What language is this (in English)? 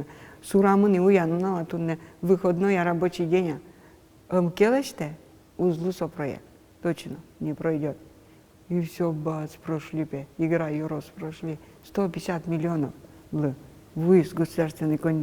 Udmurt